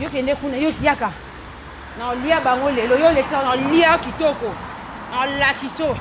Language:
Lingala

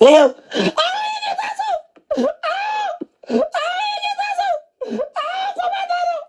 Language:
Amharic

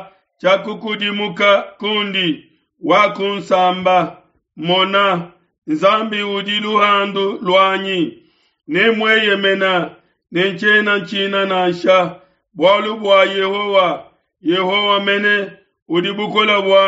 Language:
Luba-Lulua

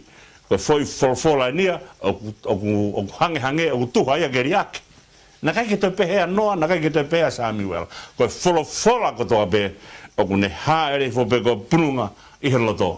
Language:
Tongan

